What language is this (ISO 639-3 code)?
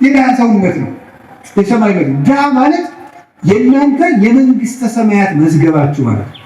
amh